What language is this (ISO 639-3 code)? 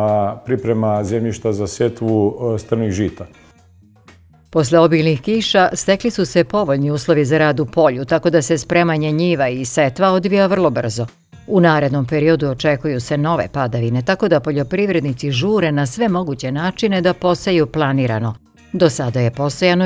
srp